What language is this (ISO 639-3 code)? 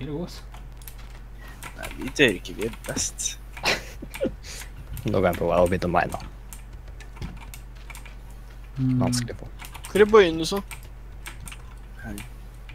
nor